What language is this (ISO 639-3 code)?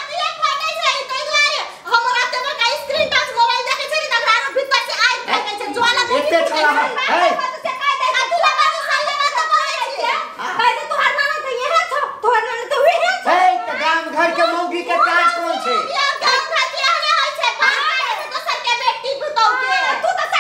mai